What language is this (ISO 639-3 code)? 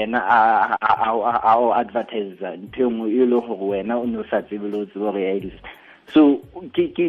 sot